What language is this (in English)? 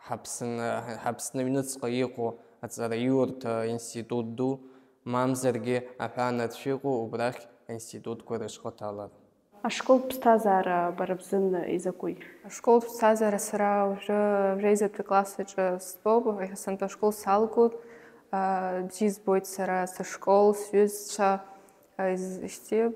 Abkhazian